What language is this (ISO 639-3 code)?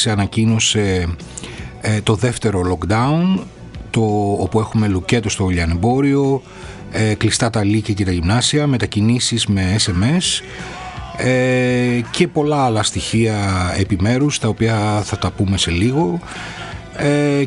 ell